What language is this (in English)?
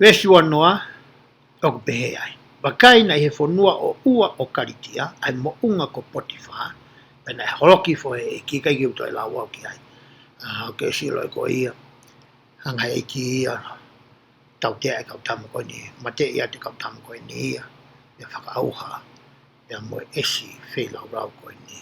Tongan